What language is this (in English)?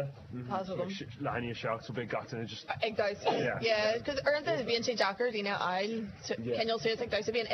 Irish